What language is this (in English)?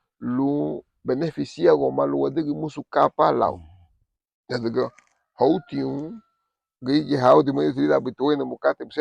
Garifuna